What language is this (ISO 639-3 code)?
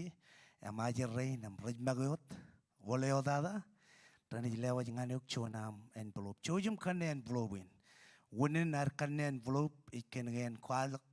mah